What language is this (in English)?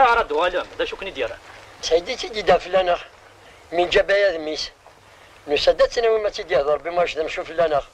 Kabyle